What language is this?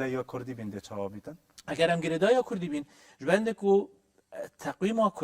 Kurdish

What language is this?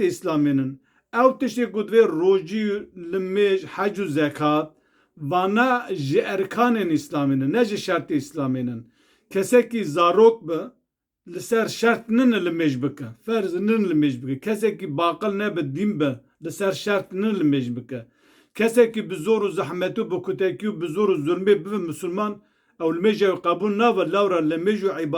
Kurdish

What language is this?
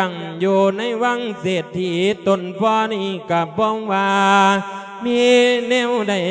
Lao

